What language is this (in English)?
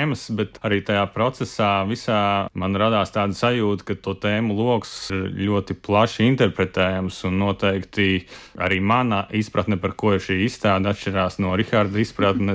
Latvian